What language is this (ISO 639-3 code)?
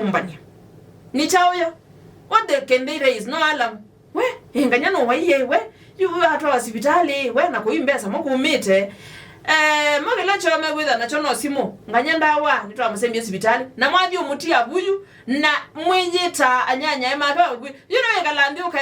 kam